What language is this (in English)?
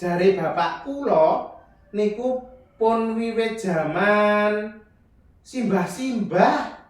Javanese